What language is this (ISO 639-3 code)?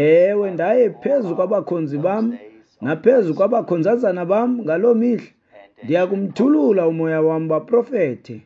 xho